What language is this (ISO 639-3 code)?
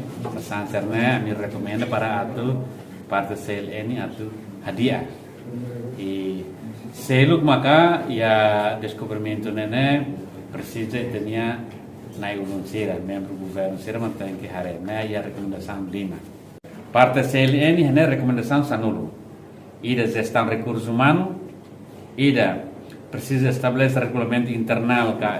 tet